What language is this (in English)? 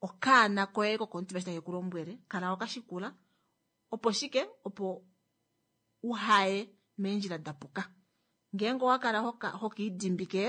Kuanyama